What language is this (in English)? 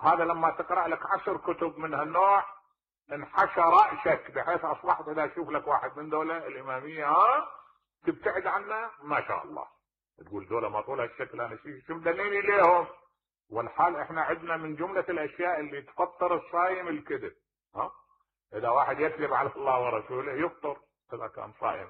Mesopotamian Arabic